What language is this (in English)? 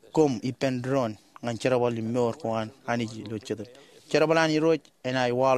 Marshallese